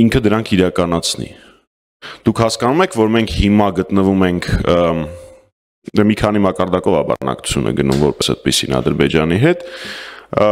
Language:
Armenian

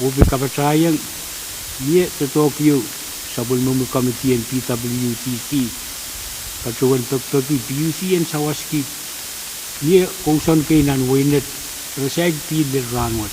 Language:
Pohnpeian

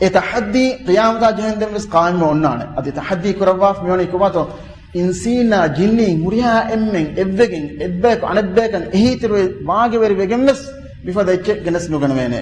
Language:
Divehi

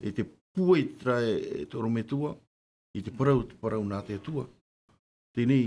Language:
Tahitian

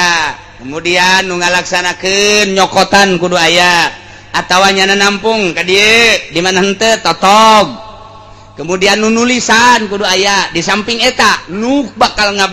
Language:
Sundanese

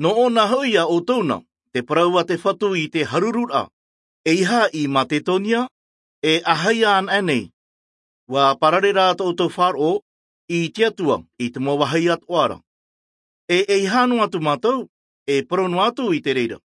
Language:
Tahitian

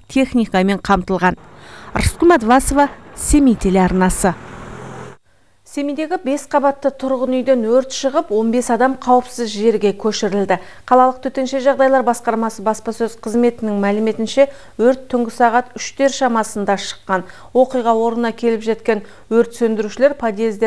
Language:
Kazakh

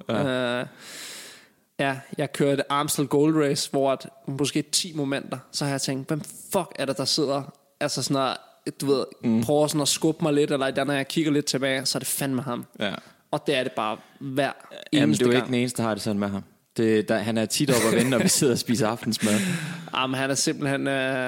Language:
Danish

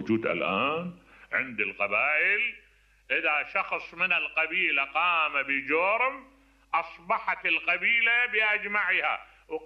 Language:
Mesopotamian Arabic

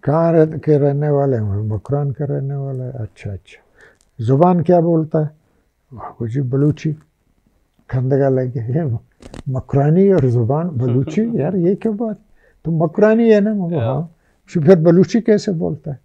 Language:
Baluchi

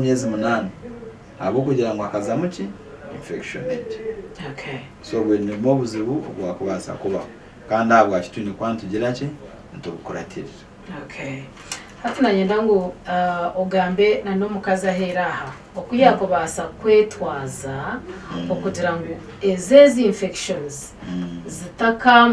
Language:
Nyankole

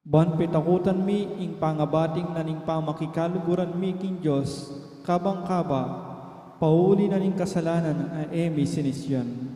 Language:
Pampanga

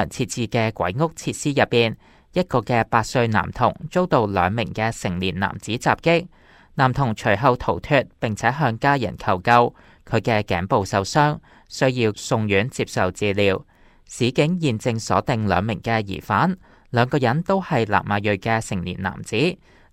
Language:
Cantonese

